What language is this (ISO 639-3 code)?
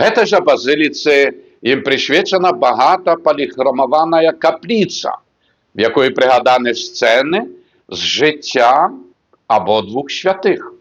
bel